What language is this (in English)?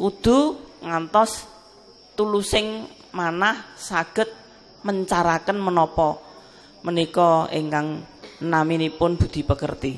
Javanese